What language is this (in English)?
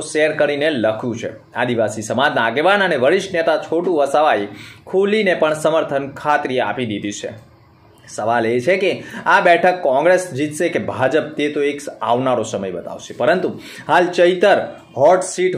Gujarati